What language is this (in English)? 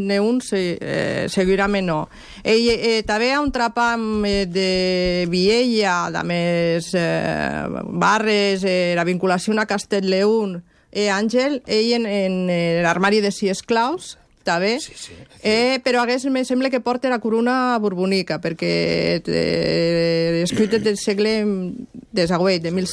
Catalan